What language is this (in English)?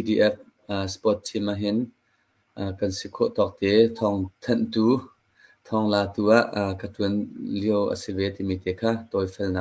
Hakha Chin